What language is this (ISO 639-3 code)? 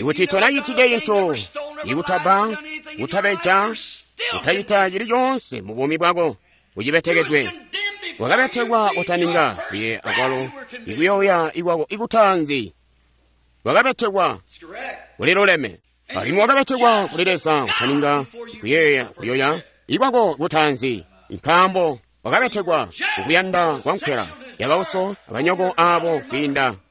toi